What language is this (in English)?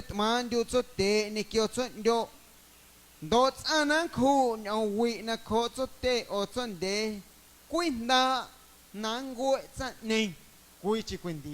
Guerrero Amuzgo